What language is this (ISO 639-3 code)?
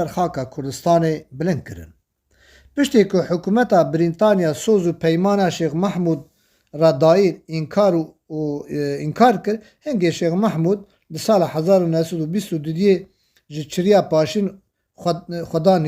kur